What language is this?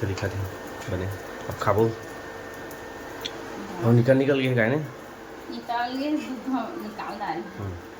Chhattisgarhi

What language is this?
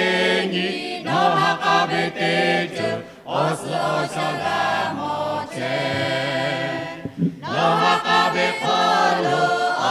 Lahu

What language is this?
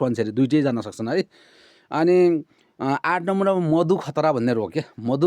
Nepali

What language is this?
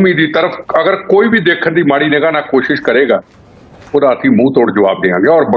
Punjabi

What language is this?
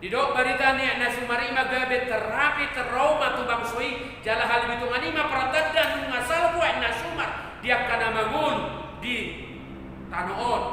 Batak Toba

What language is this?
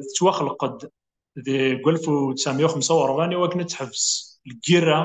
Kabyle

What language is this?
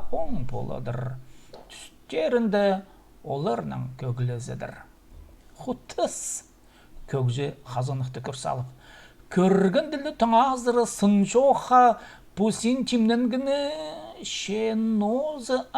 Khakas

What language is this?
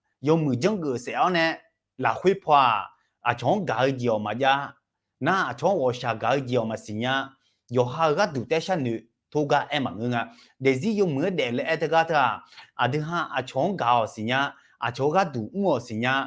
Akha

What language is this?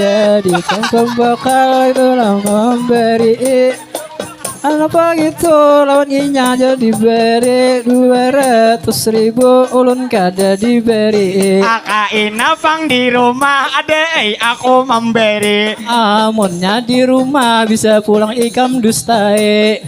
Banjar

